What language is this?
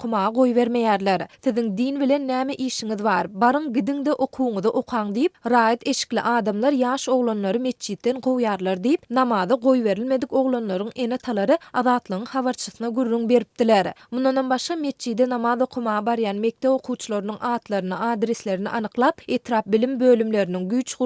Turkmen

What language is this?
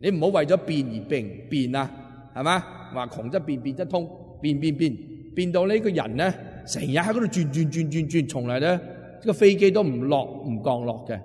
Cantonese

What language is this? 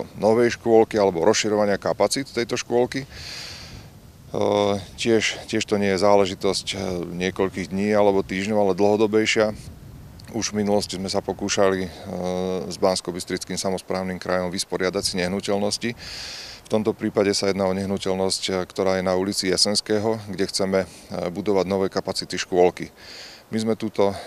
Slovak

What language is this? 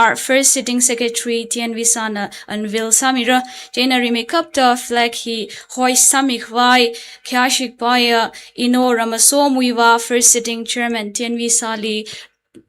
Tangkhul Naga (India)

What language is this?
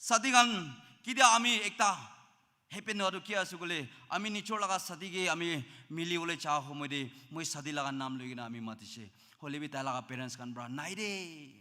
Naga Pidgin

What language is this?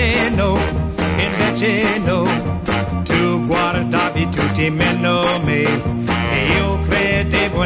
Italian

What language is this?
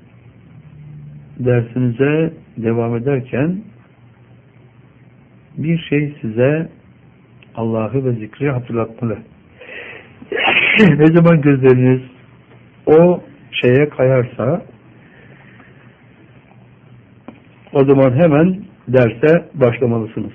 Turkish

